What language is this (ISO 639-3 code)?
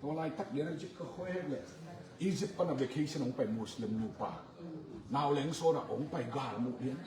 ctd